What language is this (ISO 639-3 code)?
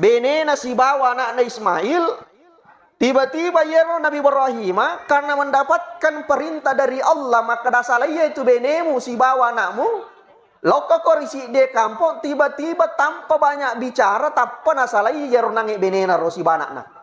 bug